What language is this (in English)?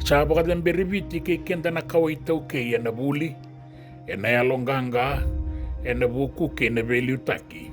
Fijian